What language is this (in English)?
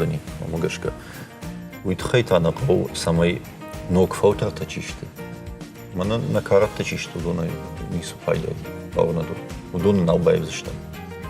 Ossetic